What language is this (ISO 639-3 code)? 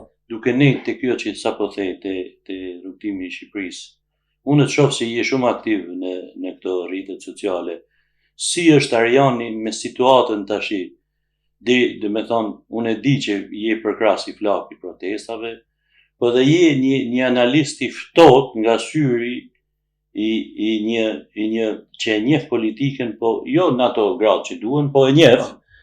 sqi